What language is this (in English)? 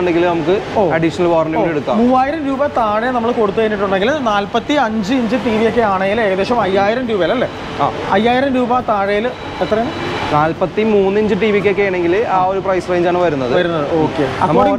Malayalam